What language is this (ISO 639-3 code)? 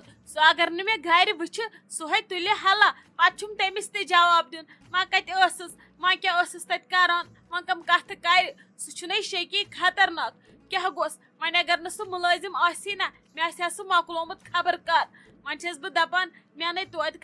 kas